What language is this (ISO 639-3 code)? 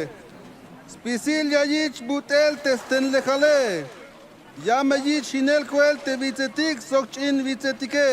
tzh